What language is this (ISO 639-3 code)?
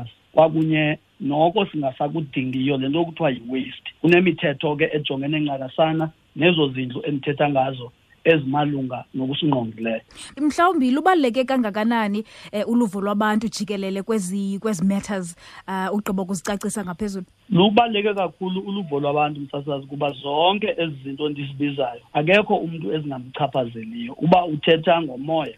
xho